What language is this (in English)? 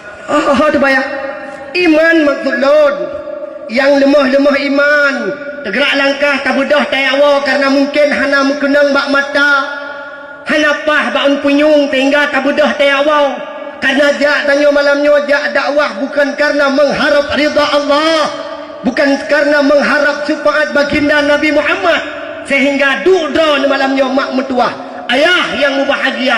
Achinese